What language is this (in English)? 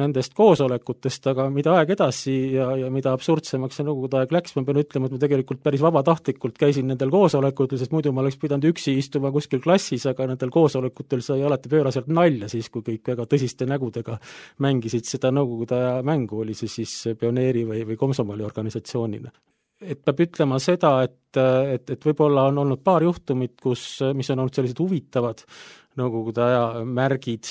Estonian